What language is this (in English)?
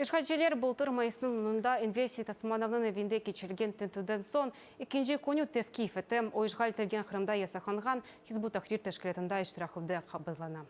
Crimean Tatar